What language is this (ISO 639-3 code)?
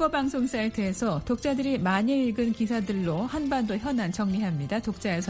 kor